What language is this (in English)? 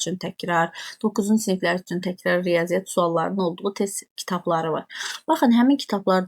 Azerbaijani